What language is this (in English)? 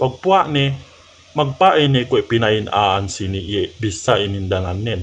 Yakan